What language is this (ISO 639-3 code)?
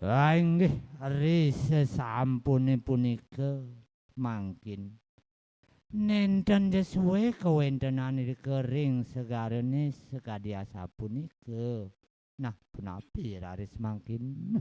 ban